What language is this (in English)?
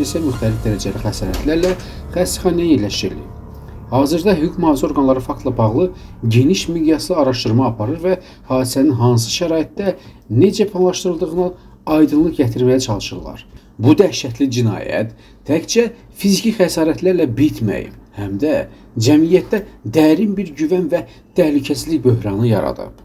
Azerbaijani